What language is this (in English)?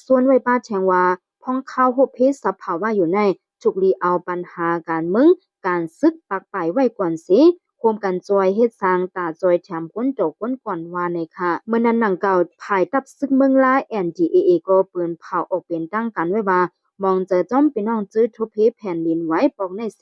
Shan